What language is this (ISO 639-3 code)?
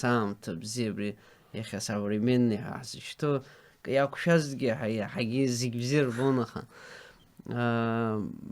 abk